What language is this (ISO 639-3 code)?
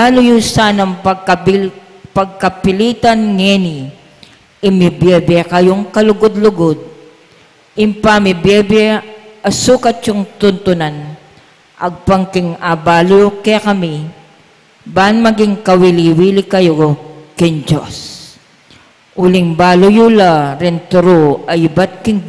pam